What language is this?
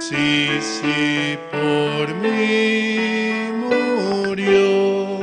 Aymara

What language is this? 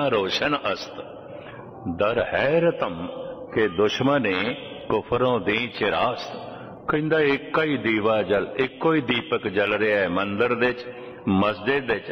Punjabi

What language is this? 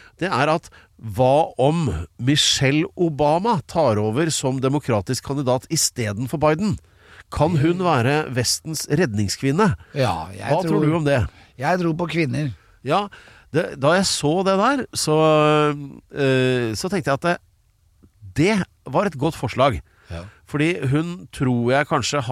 Norwegian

